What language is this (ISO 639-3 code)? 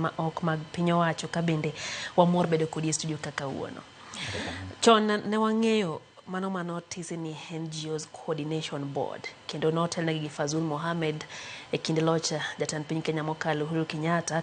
luo